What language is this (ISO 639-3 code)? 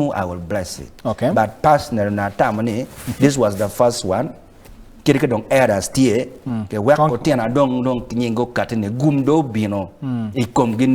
ach